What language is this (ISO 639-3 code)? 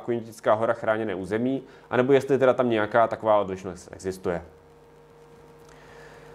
ces